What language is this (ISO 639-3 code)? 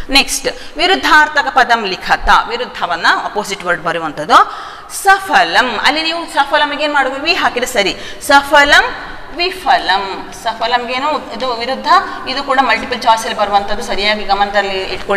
kan